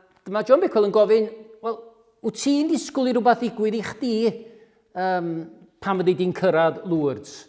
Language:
Welsh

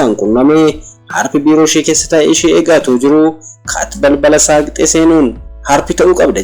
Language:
Oromo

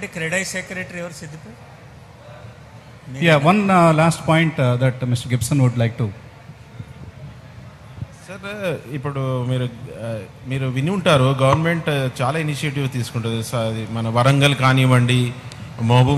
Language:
Telugu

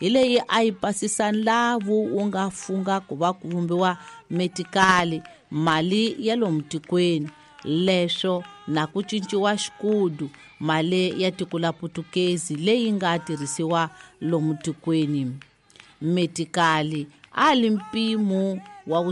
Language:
Tsonga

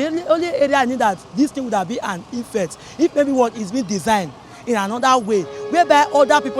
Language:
Nigerian Pidgin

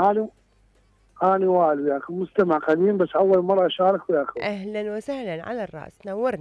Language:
Mesopotamian Arabic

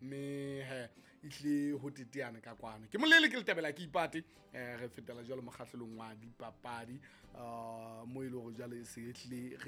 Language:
Southern Sotho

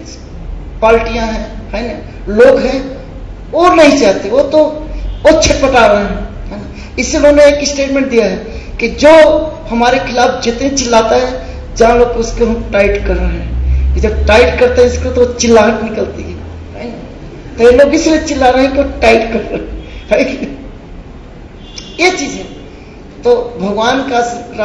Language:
Hindi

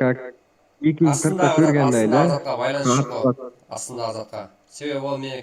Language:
Kara-Kalpak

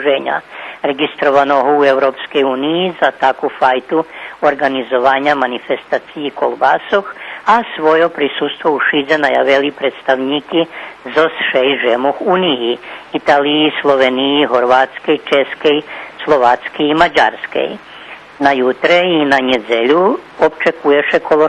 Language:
Rusyn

